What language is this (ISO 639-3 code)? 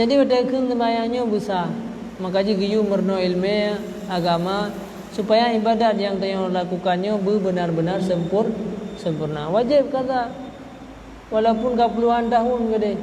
ace